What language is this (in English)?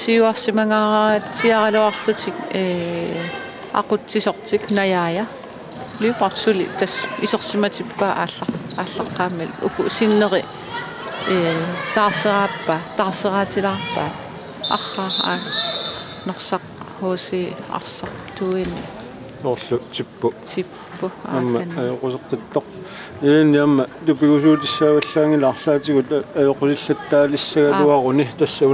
Kalaallisut